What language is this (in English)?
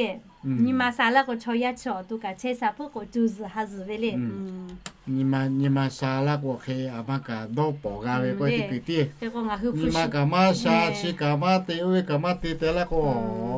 Lahu